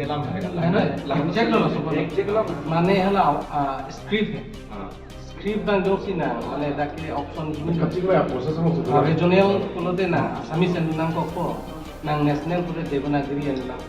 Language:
Karbi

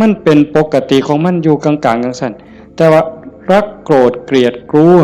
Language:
Northeastern Thai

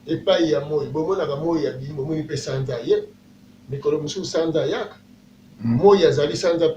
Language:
Lingala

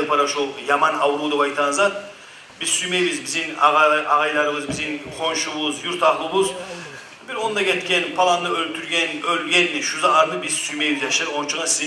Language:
Kumyk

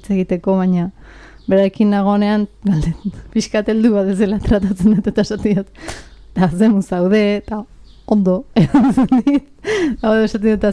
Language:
Basque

